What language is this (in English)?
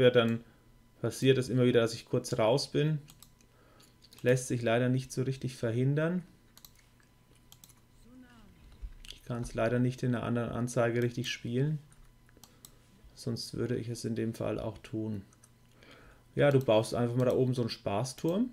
German